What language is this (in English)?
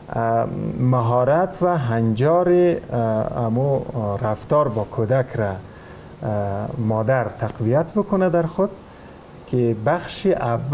Persian